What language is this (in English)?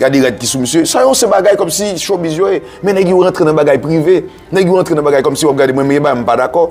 Haitian Creole